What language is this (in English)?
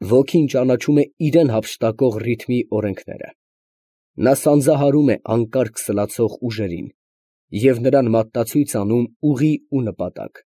Armenian